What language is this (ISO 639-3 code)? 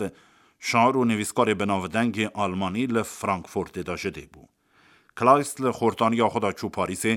kur